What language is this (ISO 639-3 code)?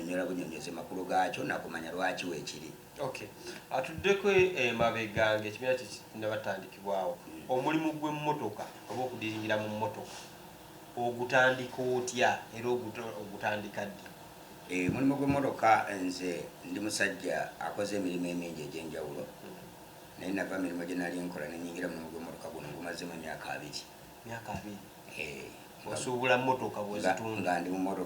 lug